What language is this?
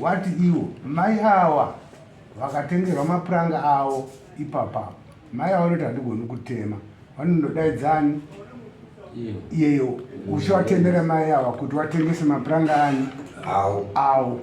Shona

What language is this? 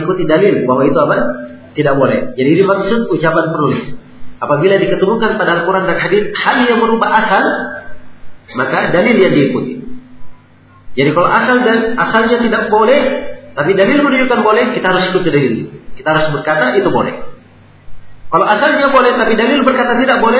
Indonesian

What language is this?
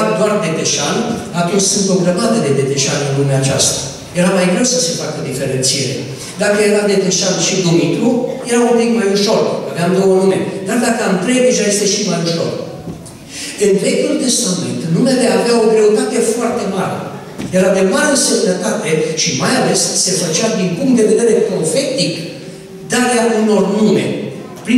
Romanian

